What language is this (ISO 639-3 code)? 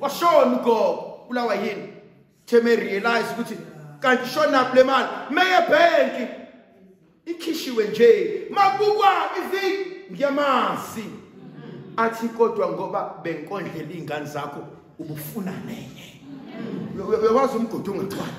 zul